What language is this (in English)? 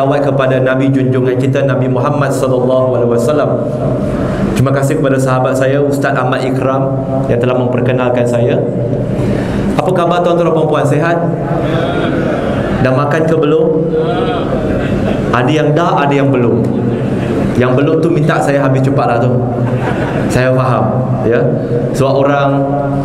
Malay